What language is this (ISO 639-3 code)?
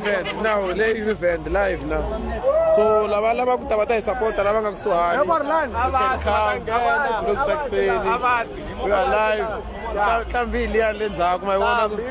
tso